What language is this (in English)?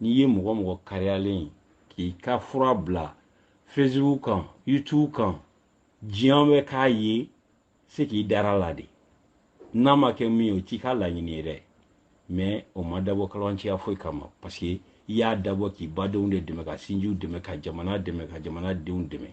Bambara